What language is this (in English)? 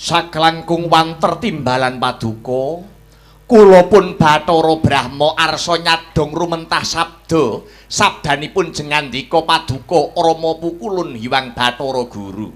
Javanese